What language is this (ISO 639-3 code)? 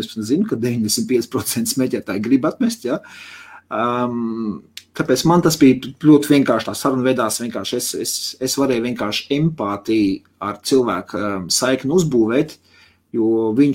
lav